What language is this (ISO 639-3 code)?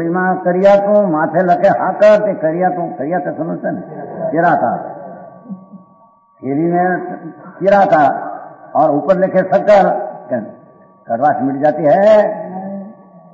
guj